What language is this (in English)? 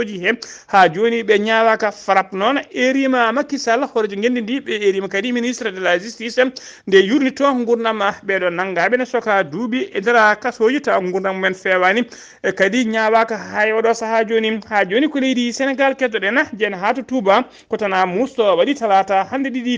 Fula